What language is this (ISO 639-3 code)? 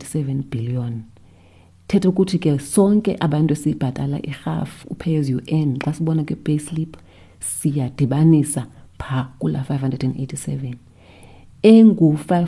xho